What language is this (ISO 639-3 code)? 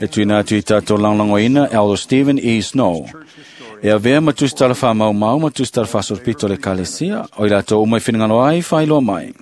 smo